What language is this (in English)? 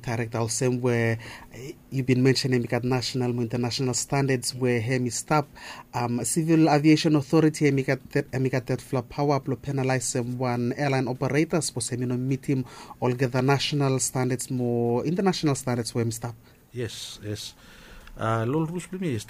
Bislama